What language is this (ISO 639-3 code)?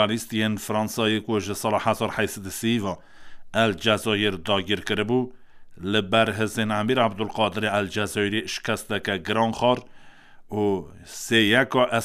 kur